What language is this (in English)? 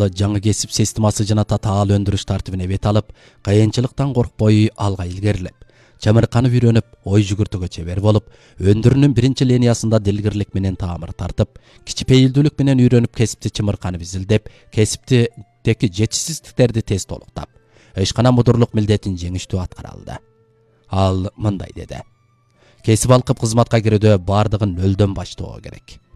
Kyrgyz